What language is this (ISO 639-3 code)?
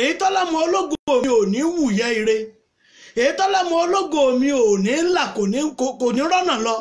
yor